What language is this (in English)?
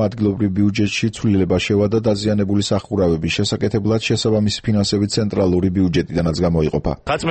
Georgian